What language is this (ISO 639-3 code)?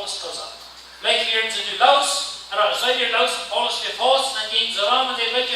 pdt